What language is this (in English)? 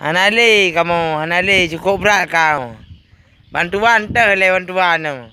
Achinese